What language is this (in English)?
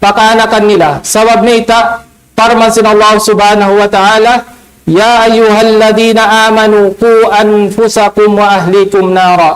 Tausug